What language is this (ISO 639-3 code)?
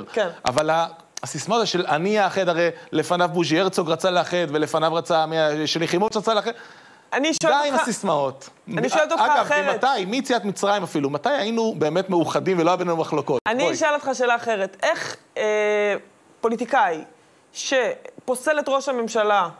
heb